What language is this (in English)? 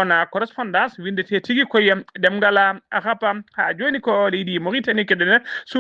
Fula